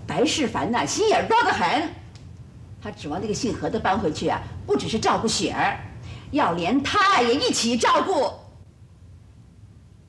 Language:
Chinese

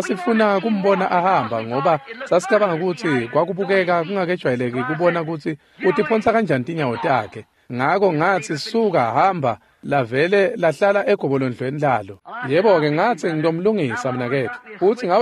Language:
Swati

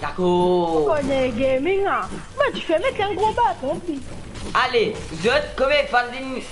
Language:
Morisyen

